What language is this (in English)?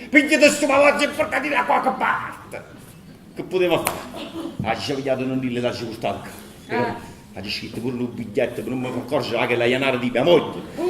Neapolitan